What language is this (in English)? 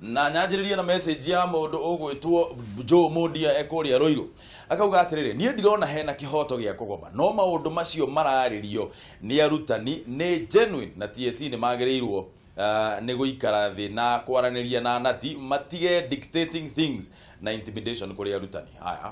Kikuyu